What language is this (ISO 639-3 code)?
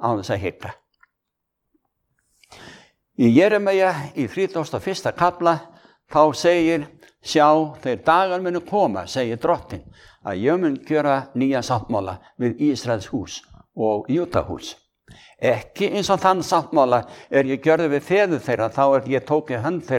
isl